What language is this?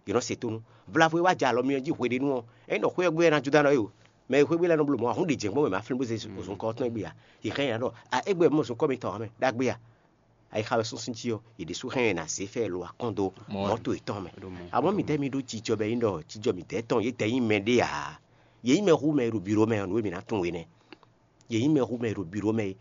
Fon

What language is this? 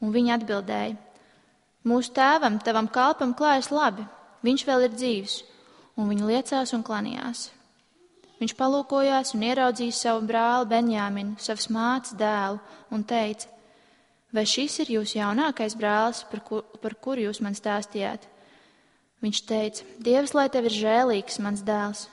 Latvian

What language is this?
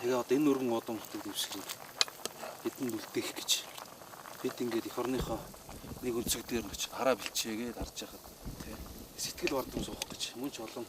Mongolian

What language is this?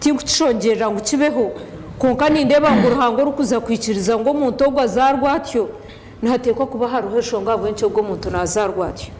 Nyankole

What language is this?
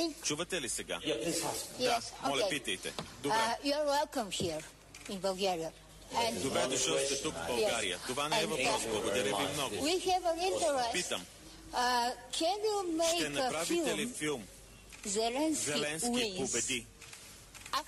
Bulgarian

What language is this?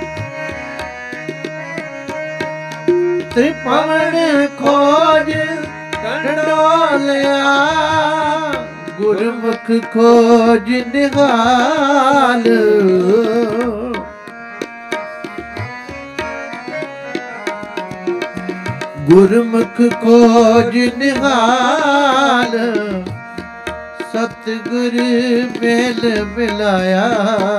Punjabi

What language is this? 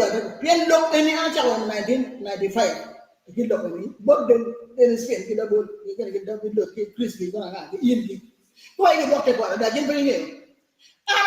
Acoli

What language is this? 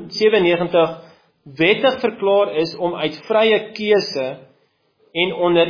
Afrikaans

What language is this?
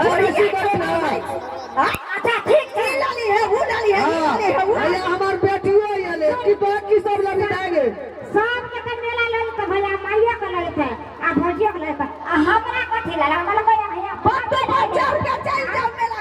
Maithili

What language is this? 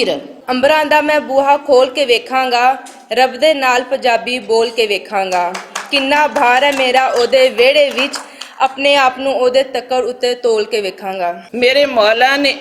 Western Panjabi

